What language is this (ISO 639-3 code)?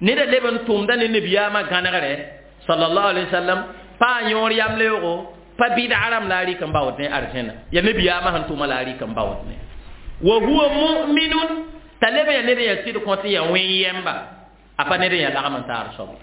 mos